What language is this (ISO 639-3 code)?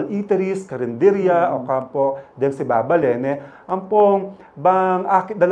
pam